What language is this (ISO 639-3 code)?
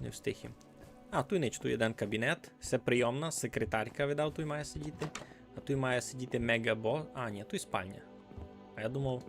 rue